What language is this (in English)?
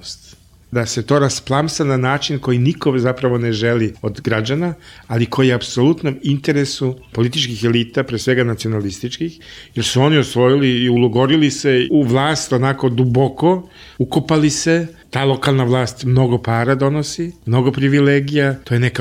Serbian